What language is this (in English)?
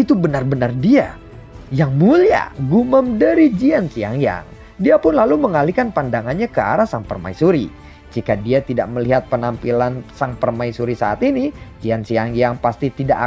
Indonesian